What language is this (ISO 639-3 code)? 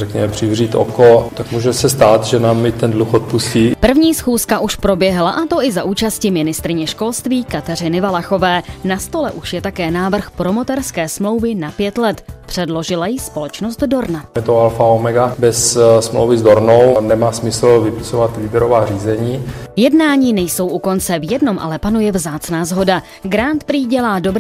ces